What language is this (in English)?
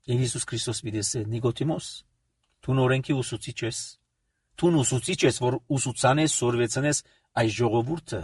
Armenian